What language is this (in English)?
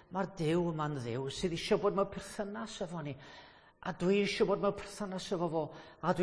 Welsh